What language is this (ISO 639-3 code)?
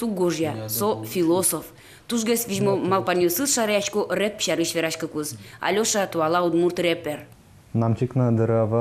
udm